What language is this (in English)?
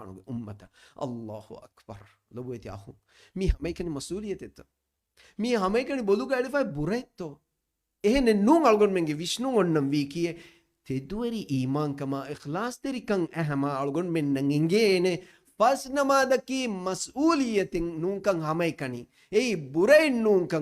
Divehi